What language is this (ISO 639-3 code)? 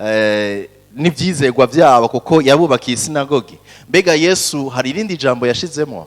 run